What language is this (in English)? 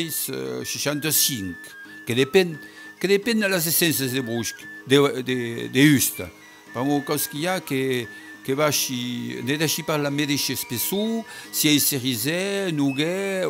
Occitan